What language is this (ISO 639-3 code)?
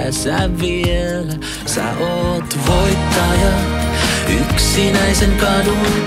fin